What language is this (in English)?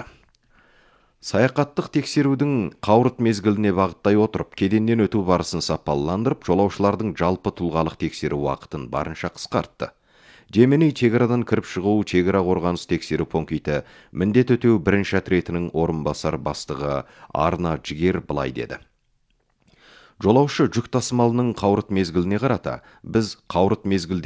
Kazakh